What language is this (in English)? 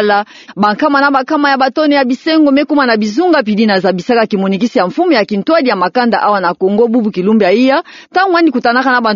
Kituba (Democratic Republic of Congo)